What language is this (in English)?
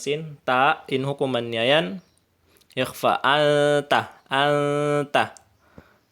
Tausug